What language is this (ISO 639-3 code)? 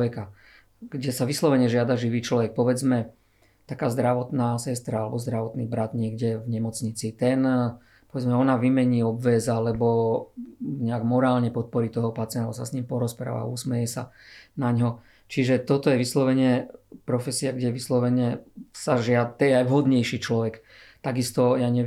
slk